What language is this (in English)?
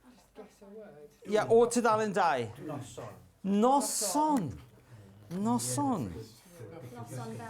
Welsh